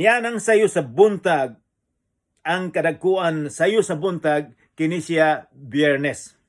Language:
Cebuano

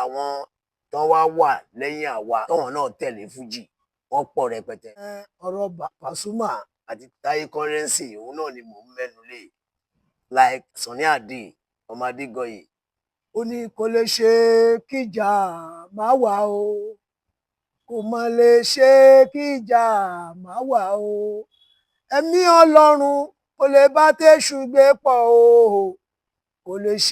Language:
Yoruba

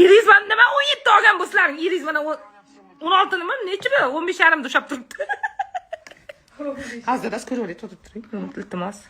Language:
Uzbek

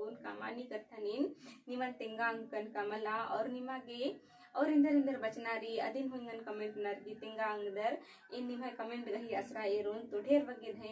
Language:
Kurukh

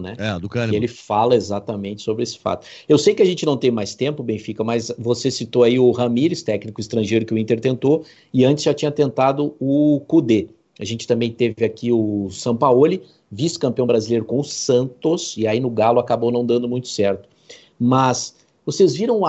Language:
Portuguese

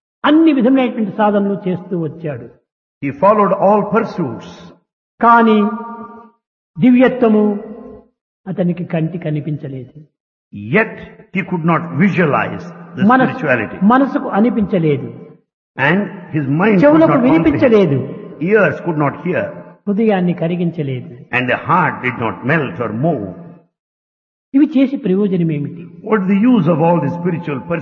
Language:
Telugu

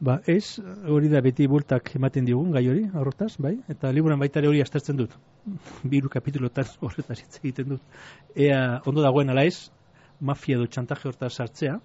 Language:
Basque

